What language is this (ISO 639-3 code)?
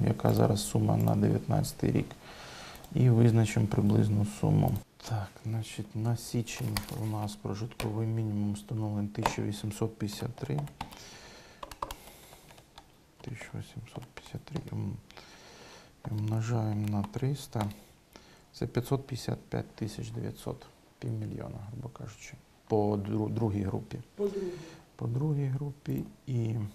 ukr